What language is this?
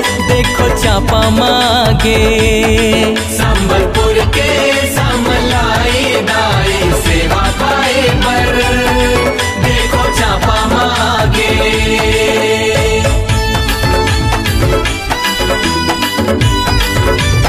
Chhattisgarhi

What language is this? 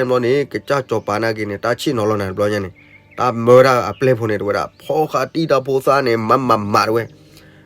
S'gaw Karen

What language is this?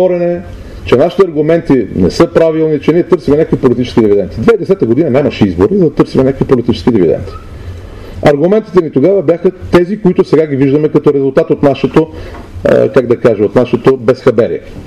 Bulgarian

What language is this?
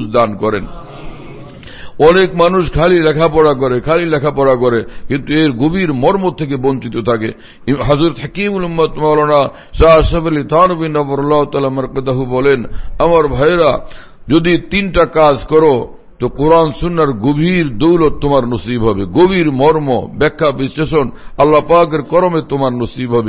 Bangla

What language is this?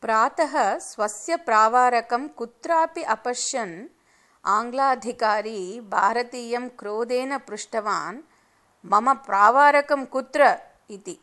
Sanskrit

